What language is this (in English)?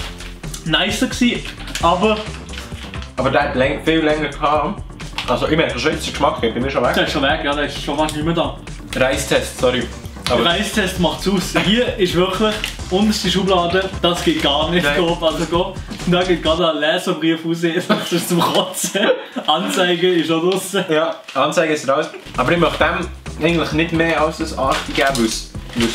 Swiss German